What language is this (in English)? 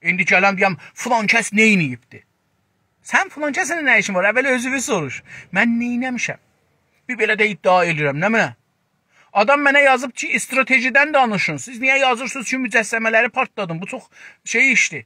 South Azerbaijani